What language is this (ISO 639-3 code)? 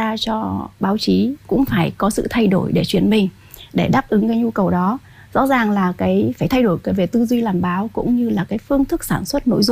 vie